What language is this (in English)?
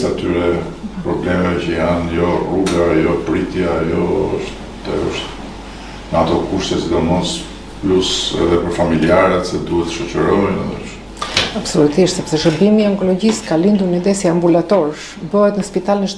Albanian